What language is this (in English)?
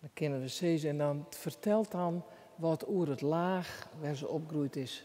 Western Frisian